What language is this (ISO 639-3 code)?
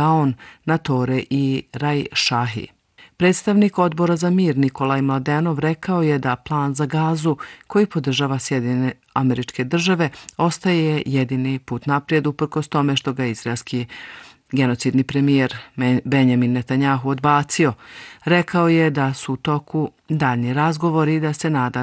bos